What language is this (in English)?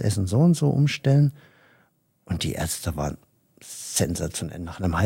German